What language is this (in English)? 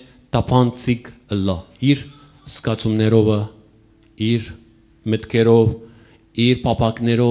Western Armenian